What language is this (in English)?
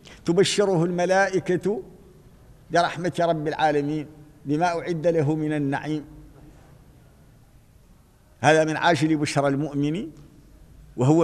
Arabic